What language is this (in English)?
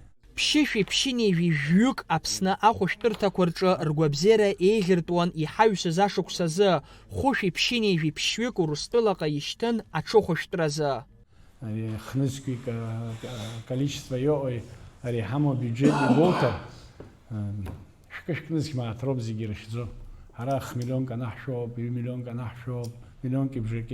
Abkhazian